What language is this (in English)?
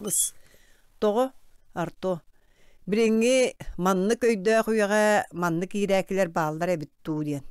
Yakut